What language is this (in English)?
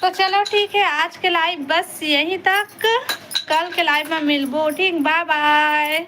Chhattisgarhi